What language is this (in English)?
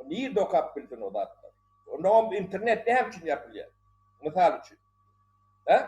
Turkmen